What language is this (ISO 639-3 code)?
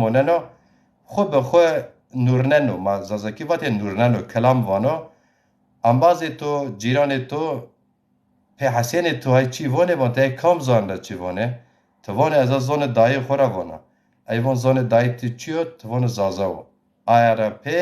zza